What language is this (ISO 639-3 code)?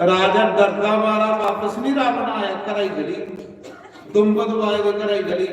doi